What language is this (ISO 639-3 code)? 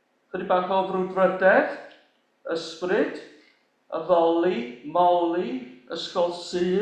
cym